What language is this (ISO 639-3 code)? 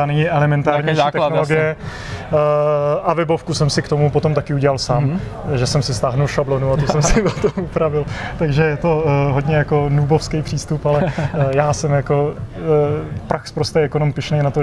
ces